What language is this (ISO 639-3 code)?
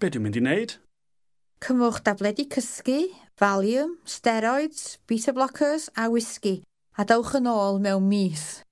cym